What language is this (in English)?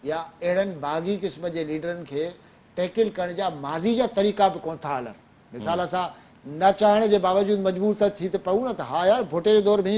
Sindhi